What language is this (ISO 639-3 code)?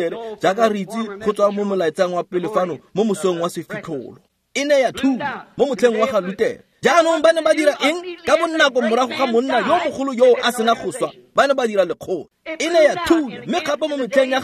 tsn